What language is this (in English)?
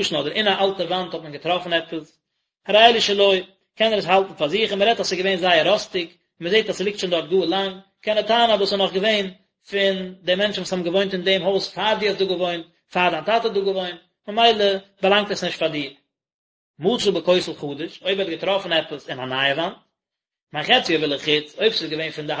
Yiddish